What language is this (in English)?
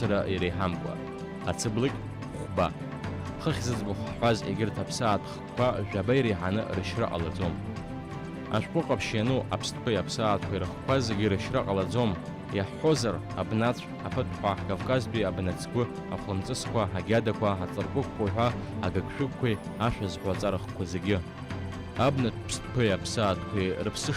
Abkhazian